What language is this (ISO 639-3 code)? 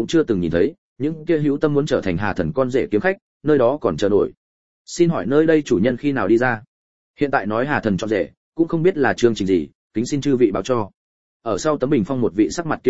vie